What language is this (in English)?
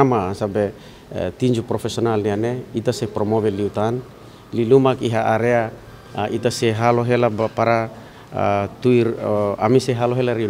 Tetum